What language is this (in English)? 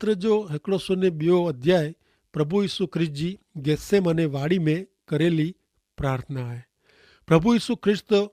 Kachhi